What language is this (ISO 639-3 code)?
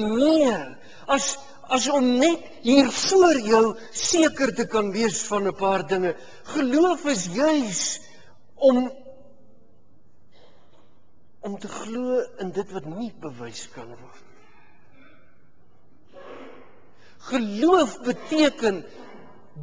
afr